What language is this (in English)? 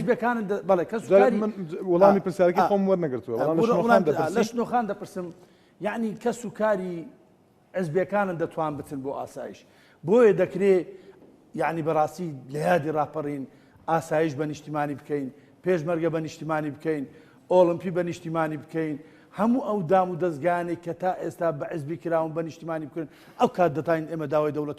Central Kurdish